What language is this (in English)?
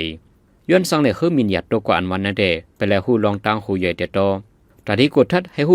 Shan